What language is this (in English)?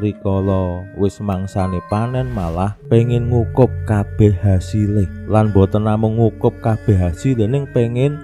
Javanese